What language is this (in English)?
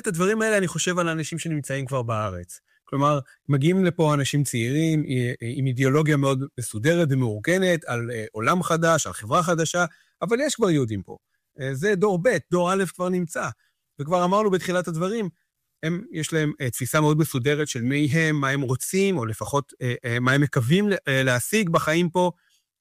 Hebrew